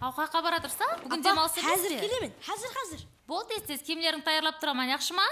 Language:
Kara-Kalpak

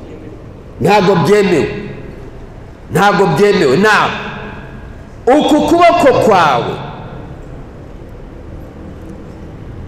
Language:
Kinyarwanda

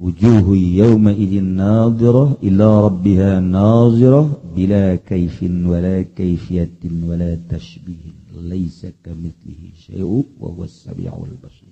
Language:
Sundanese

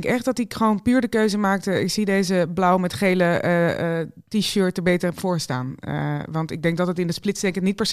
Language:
Dutch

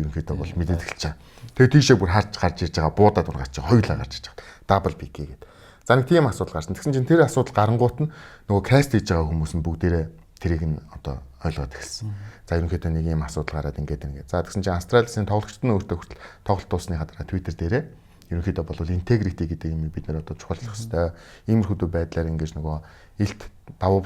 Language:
Mongolian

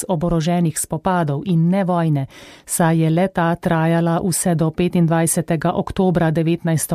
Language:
Slovenian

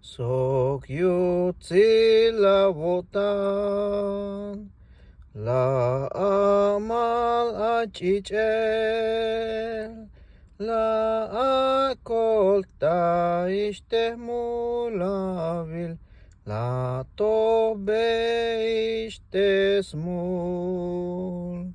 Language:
Tzeltal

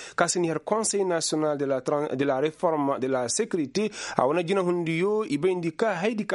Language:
Koyraboro Senni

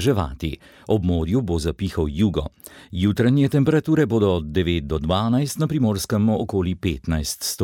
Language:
Slovenian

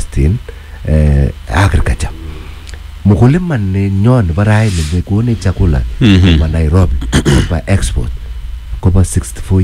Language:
Swahili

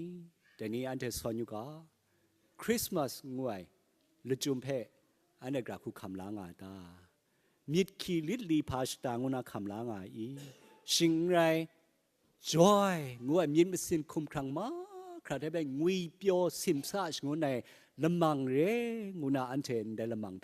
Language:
Kachin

